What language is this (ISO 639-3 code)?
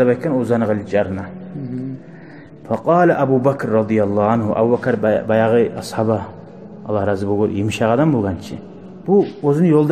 kum